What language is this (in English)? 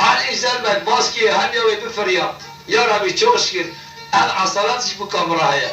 Kurdish